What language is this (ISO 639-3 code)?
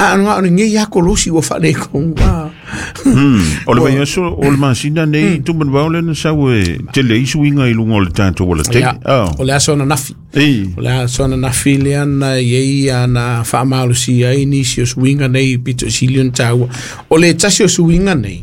smo